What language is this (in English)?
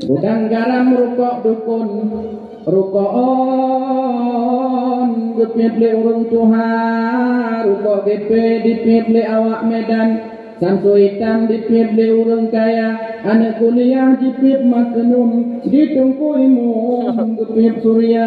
Achinese